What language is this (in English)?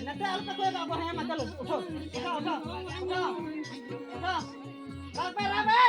Santali